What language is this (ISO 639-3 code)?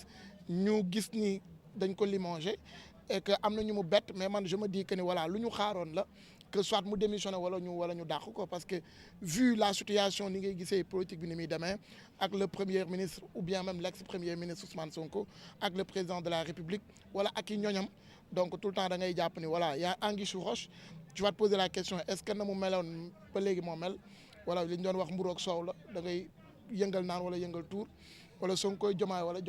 wol